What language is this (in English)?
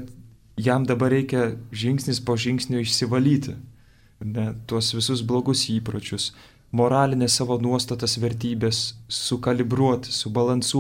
Lithuanian